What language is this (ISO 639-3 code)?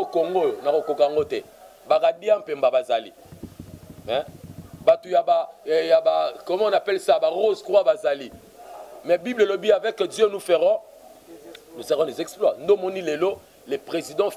lin